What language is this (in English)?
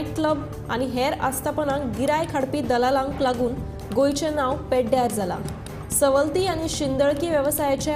Konkani